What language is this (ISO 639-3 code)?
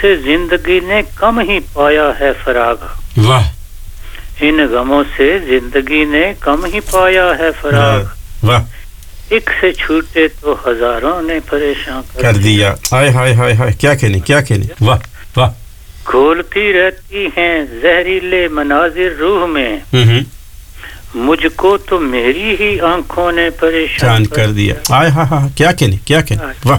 urd